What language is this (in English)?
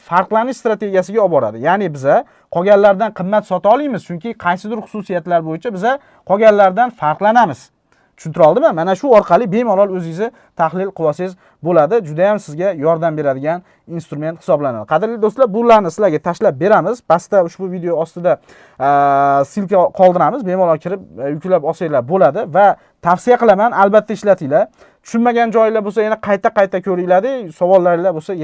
Uzbek